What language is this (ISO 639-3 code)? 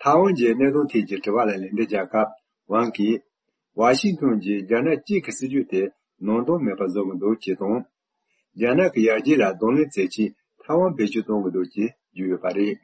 bod